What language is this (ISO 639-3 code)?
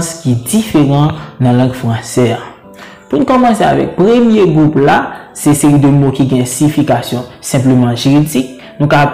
hat